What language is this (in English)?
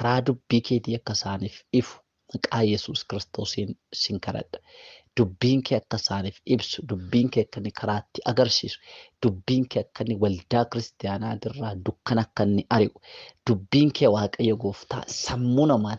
Oromo